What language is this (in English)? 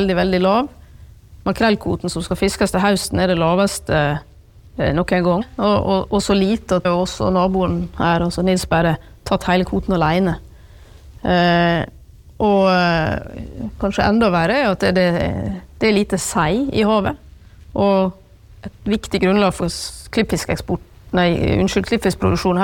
Norwegian